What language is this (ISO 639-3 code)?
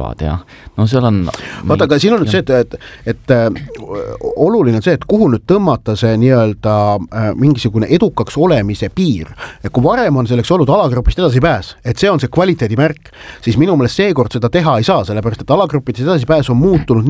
est